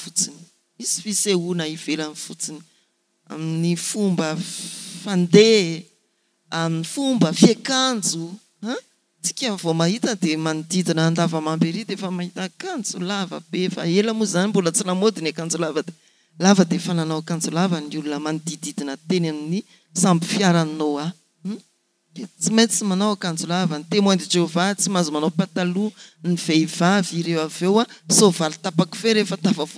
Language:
Malagasy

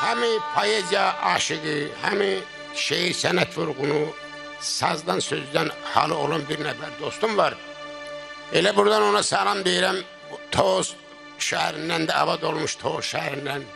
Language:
South Azerbaijani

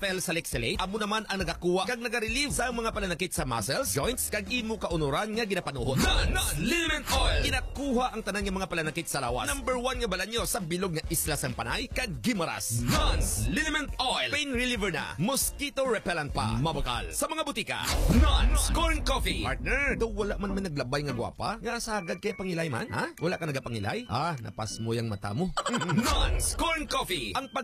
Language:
Hiligaynon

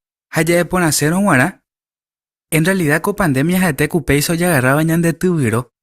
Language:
Guarani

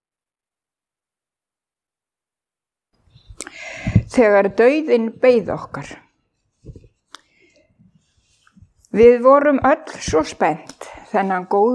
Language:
Icelandic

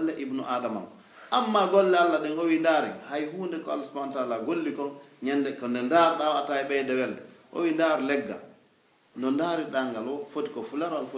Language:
Pular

